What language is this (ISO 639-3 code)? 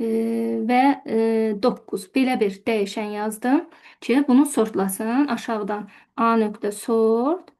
aze